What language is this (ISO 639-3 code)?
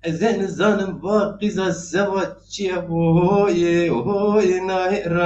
zza